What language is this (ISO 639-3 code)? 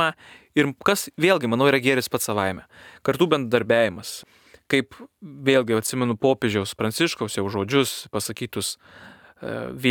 lit